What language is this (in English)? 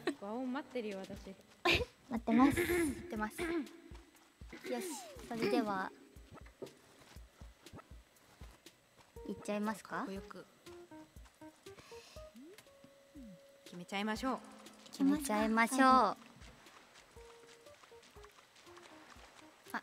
Japanese